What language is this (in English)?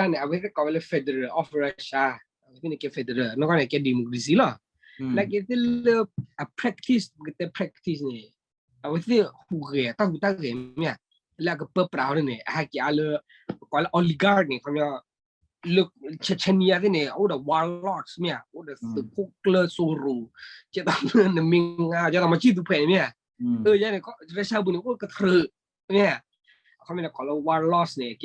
S'gaw Karen